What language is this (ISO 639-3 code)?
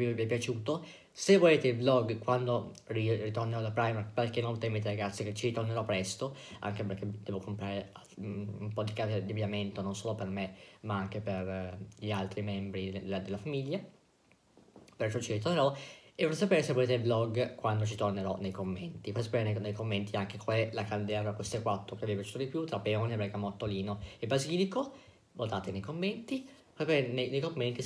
ita